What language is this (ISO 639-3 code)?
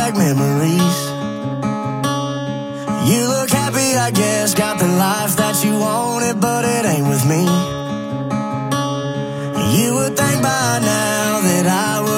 eng